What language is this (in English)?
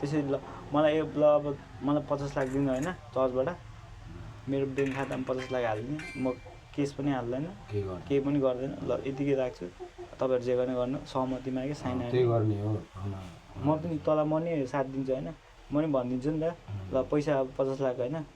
Nepali